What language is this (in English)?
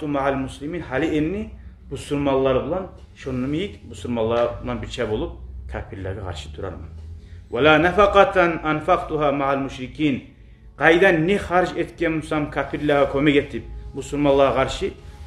Kumyk